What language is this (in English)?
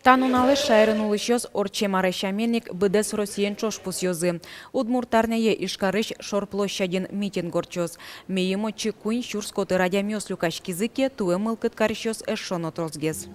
Udmurt